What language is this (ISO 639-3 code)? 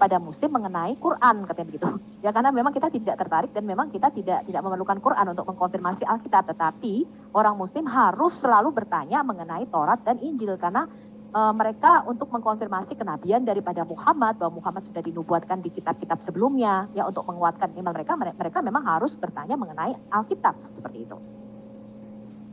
ind